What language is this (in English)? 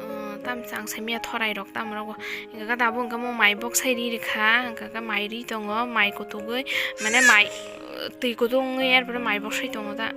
Kok Borok